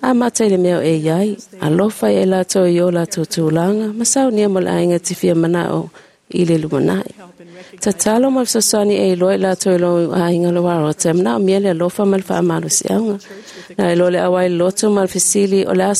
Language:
Samoan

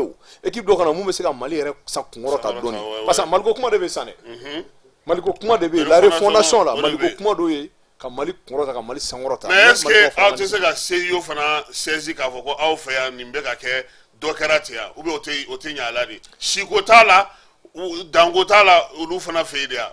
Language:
Bambara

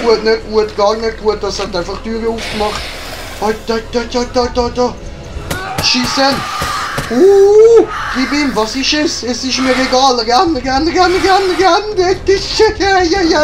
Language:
Swiss German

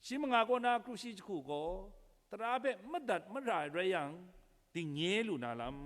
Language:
Kachin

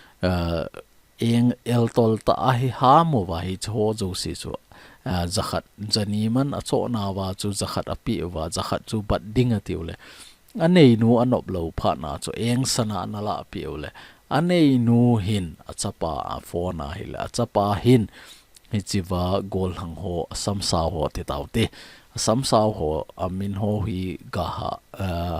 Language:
Thado Chin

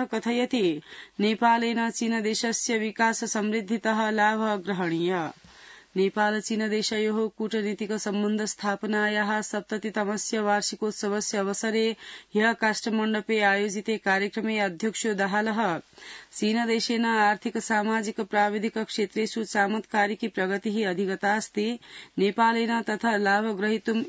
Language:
Sanskrit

